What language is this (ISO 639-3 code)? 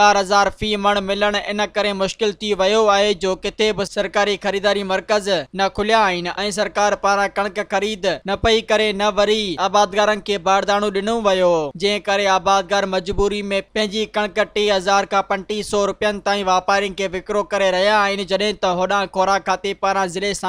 snd